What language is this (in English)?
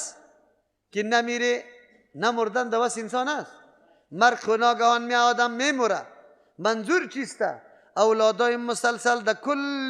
Persian